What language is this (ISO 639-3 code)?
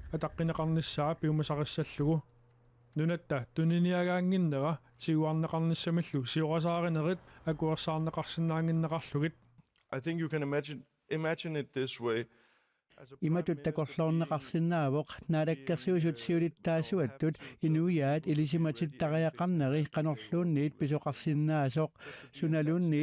kal